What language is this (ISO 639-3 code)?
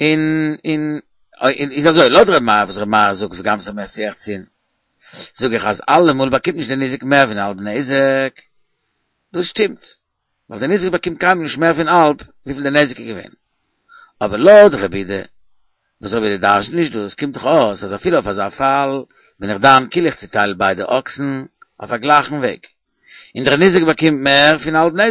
yid